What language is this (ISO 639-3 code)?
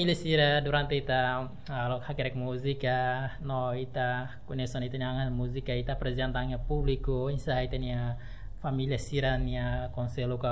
tet